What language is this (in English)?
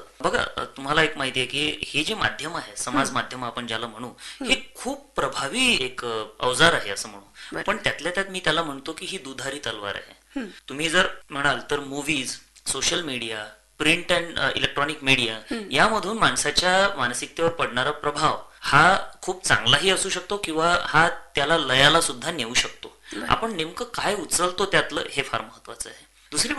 Marathi